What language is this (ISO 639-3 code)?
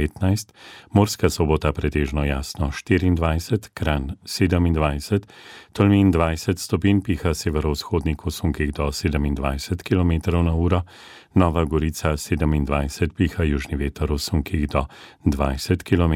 slv